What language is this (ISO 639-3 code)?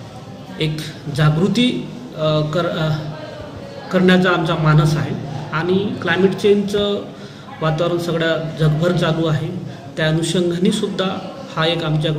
mar